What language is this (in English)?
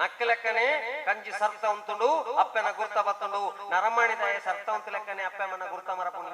Tulu